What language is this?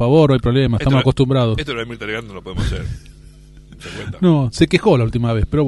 Spanish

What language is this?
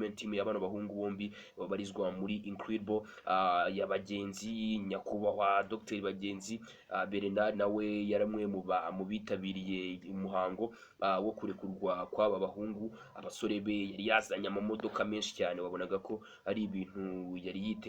Kinyarwanda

